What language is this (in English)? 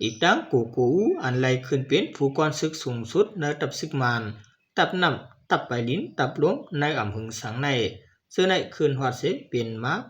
Shan